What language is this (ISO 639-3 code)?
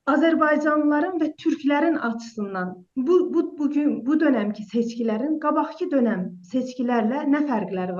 azb